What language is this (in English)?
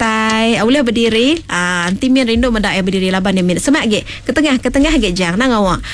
Iban